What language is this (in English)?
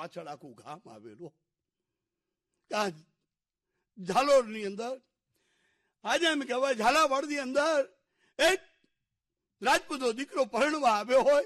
Gujarati